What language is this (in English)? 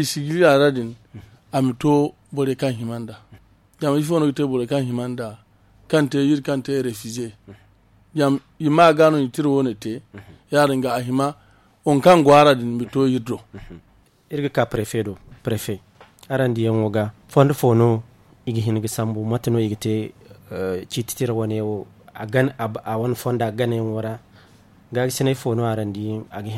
Zarma